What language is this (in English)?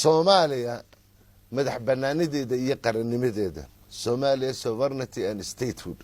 Somali